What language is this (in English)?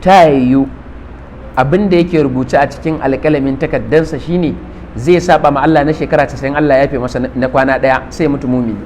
Hausa